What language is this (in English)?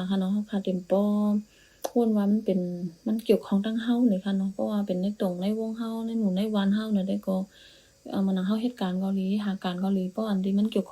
Shan